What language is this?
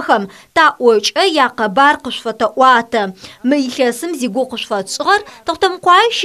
Adyghe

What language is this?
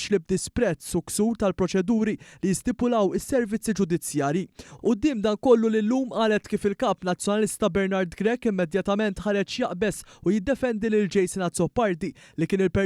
Maltese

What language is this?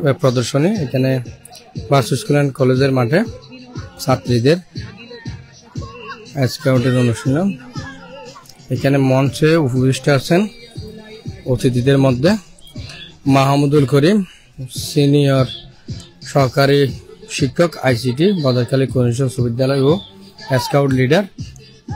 Bangla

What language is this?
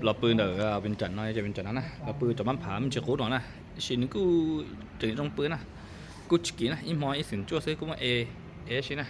Hmong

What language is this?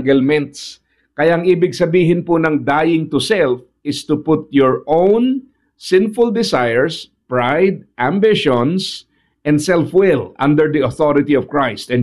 Filipino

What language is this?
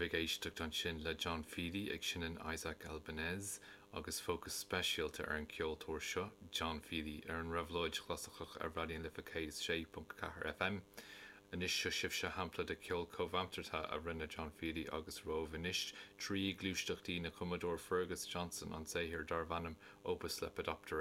Irish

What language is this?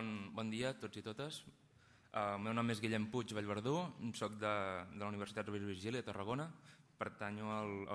Catalan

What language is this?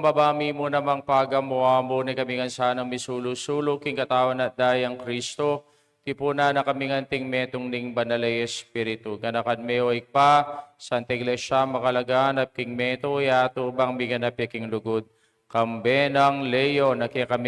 Pampanga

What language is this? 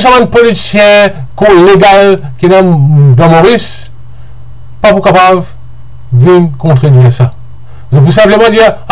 Morisyen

